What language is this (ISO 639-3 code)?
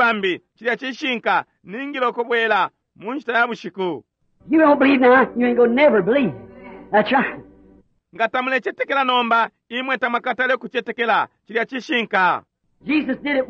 bem